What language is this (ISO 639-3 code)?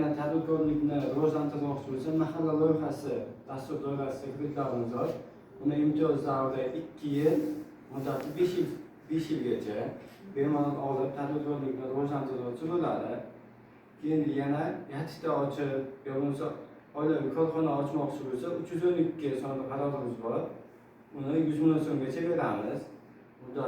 uzb